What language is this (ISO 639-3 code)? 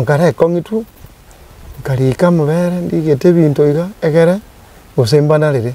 guz